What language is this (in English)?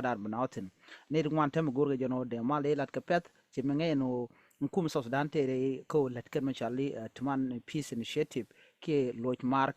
Nuer